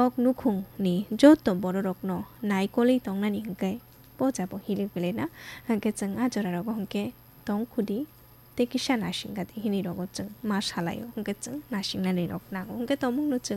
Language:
Kok Borok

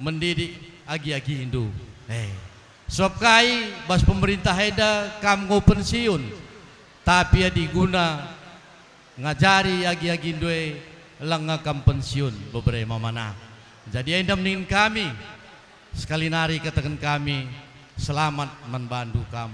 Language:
Batak Karo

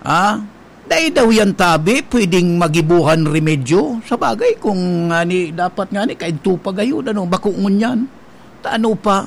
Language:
Bikol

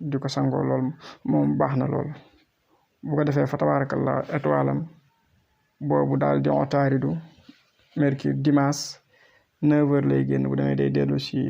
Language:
Wolof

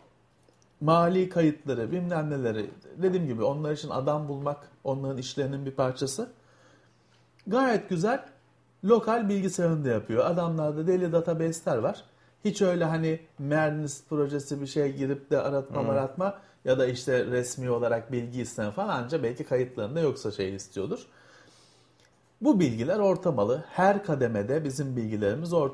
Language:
Turkish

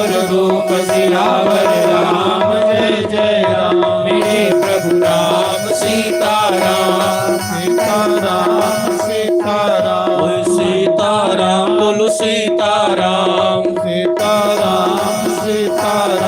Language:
Dogri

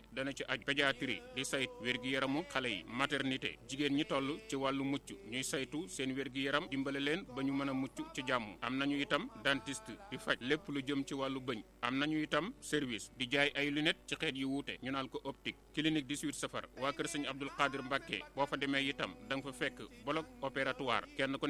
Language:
Wolof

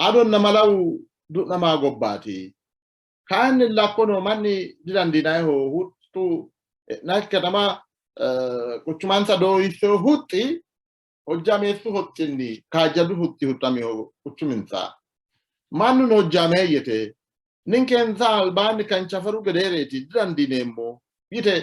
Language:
Sidamo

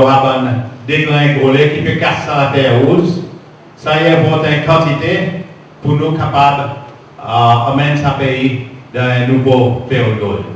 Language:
Seselwa Creole French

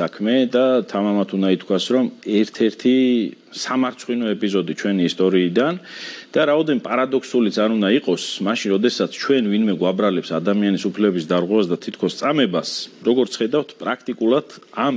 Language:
Georgian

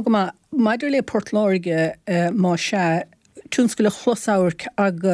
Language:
Irish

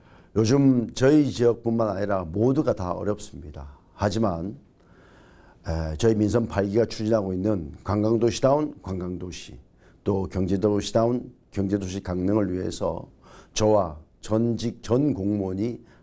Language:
Korean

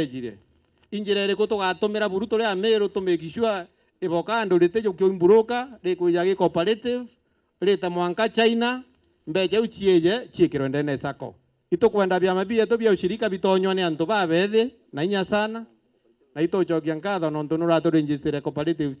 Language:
Meru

